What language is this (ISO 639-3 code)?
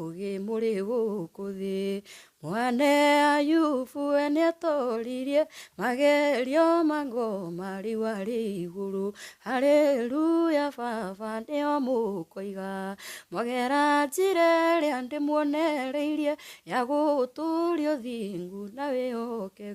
kik